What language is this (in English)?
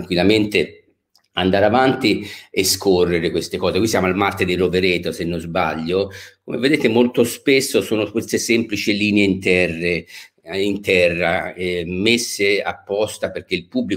Italian